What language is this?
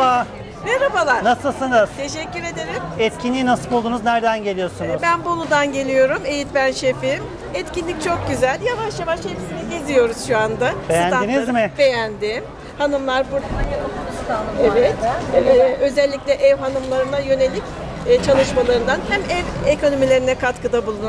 Turkish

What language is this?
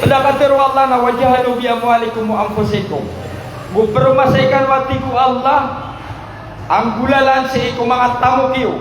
Maranao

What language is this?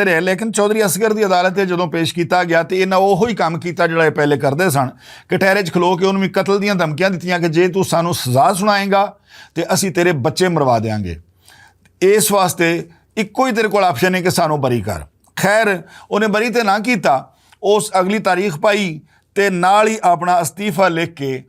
Western Panjabi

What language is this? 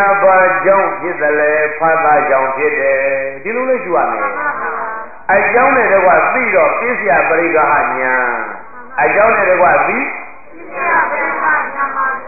Burmese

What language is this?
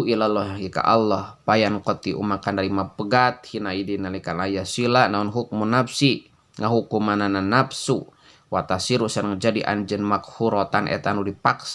Sundanese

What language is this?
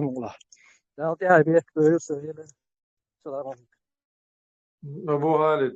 Chechen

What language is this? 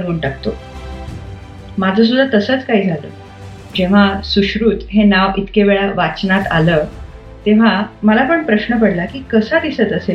Marathi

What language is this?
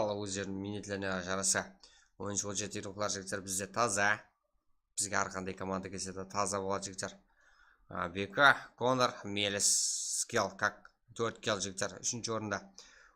Kara-Kalpak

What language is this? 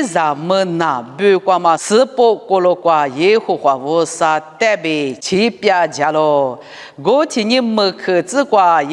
Lisu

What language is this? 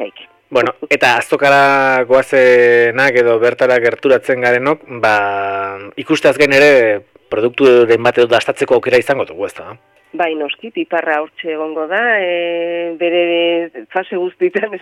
Basque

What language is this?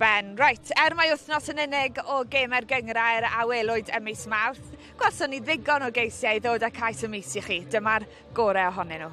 Welsh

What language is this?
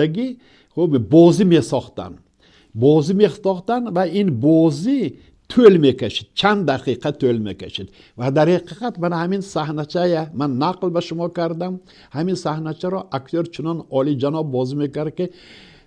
Tajik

